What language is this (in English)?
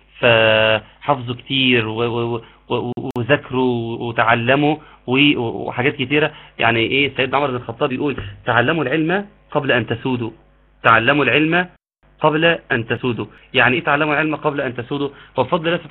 Egyptian Arabic